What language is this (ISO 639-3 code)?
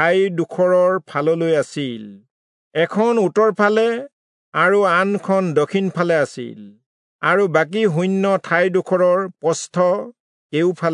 asm